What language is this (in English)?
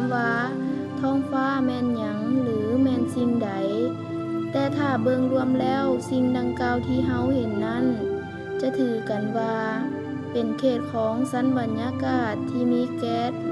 Lao